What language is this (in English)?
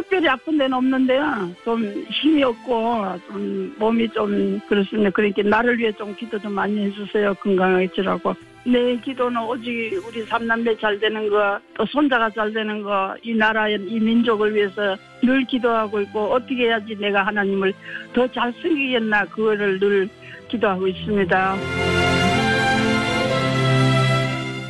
Korean